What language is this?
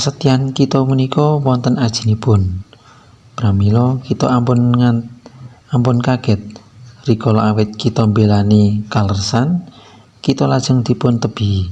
Javanese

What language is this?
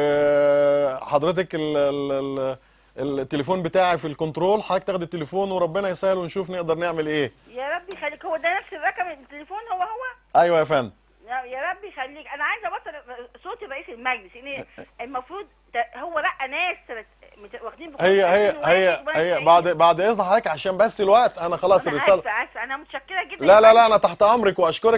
Egyptian Arabic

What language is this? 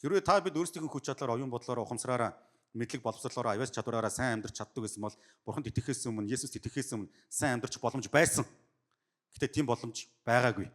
Mongolian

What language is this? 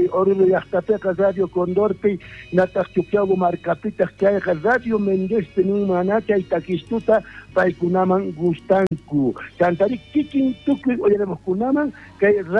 South Bolivian Quechua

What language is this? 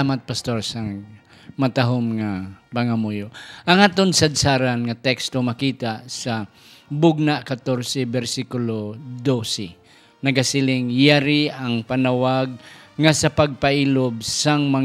Hiligaynon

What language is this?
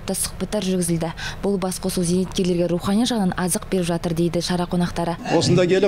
Kazakh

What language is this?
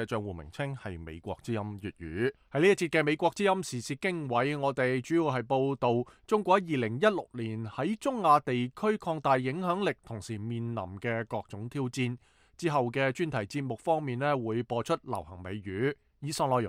Cantonese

